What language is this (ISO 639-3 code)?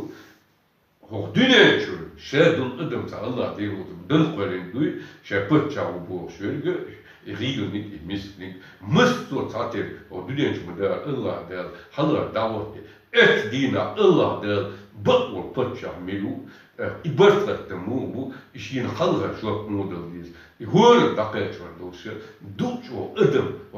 che